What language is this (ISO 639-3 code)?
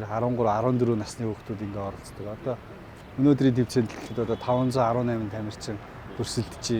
mon